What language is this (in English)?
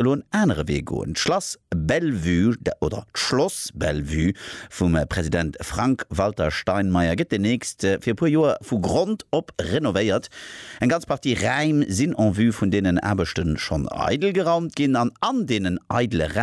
Luxembourgish